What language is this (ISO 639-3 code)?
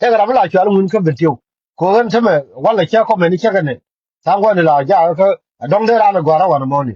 nus